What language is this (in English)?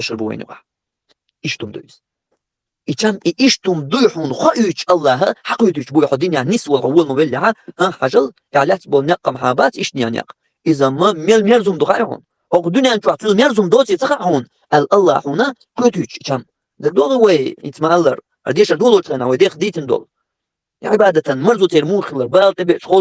Chechen